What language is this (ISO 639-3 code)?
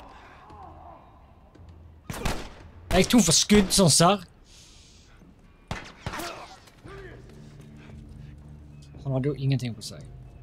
nor